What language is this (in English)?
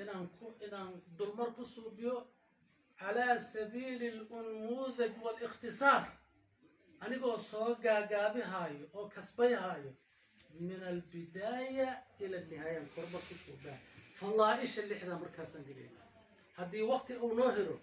Somali